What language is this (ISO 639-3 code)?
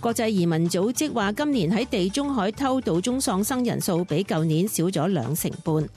yue